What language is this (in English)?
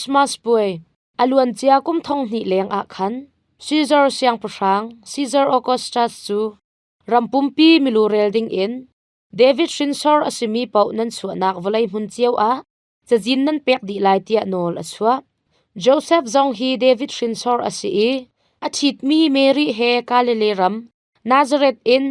Hakha Chin